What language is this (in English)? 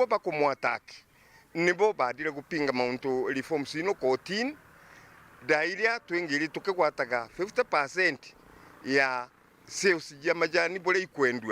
Meru